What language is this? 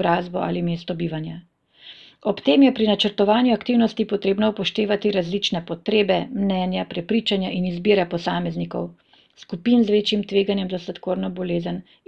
Slovenian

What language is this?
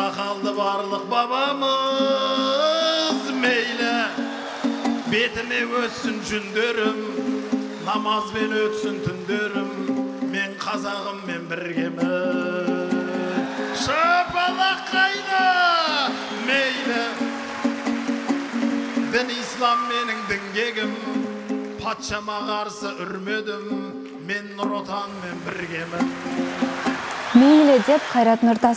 Kazakh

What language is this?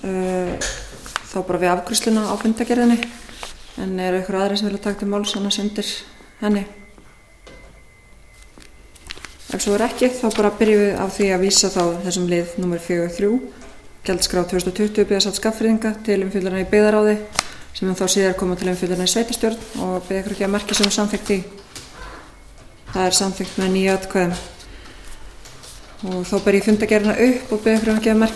Icelandic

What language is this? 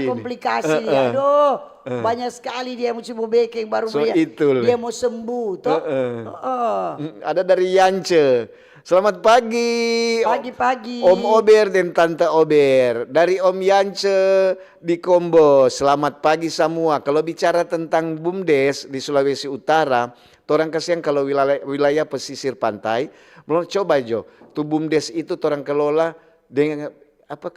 Manado Malay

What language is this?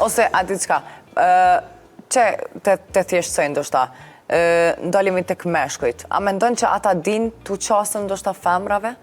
Albanian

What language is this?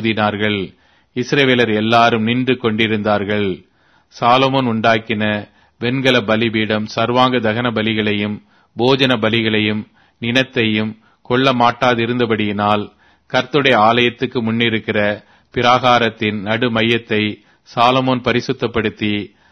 Tamil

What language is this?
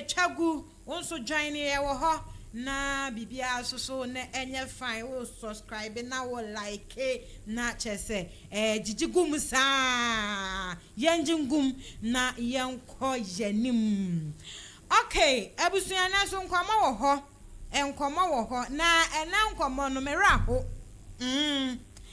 Akan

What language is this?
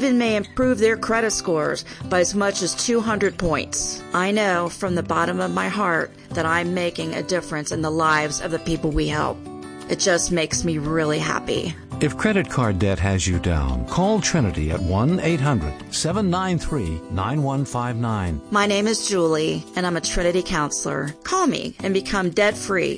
English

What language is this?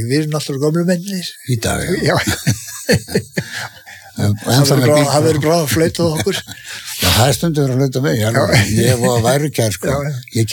Icelandic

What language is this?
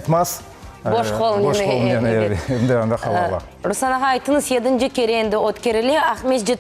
Crimean Tatar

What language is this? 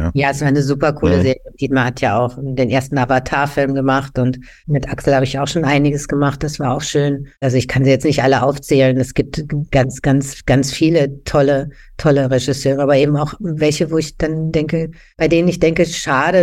German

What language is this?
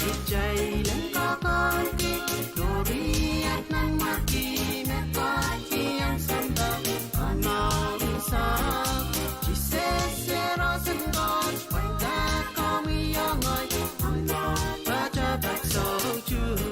Pohnpeian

